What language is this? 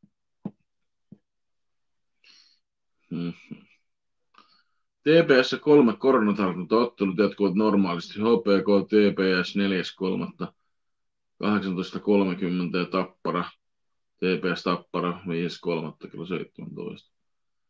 Finnish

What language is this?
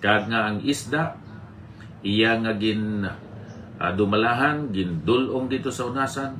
Hiligaynon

